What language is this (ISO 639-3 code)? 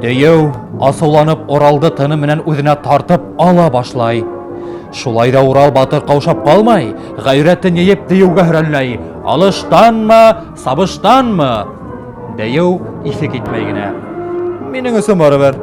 bak